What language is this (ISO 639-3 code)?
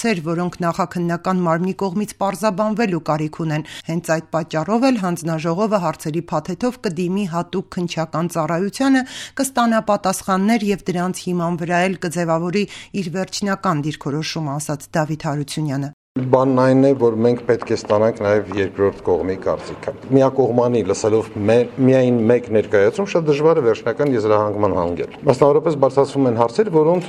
hye